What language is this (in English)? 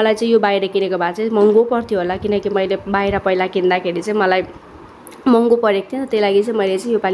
Nepali